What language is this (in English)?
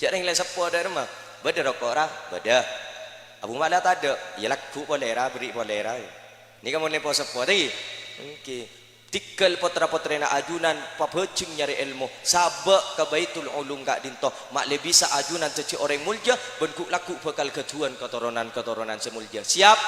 Madurese